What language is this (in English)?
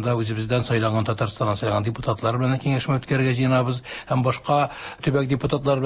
Tatar